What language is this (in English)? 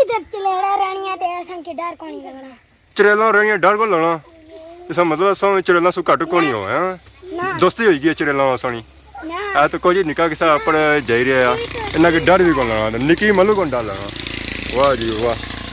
Pahari-Potwari